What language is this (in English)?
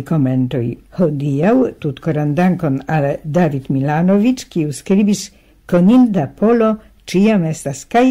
Esperanto